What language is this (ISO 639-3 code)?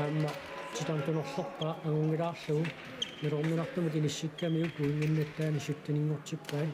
kal